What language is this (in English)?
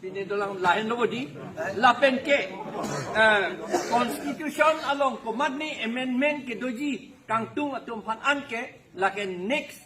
Karbi